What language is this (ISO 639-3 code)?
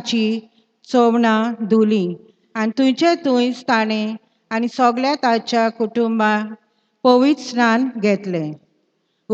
kok